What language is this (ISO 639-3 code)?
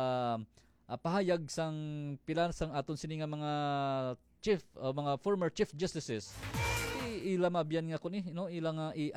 hil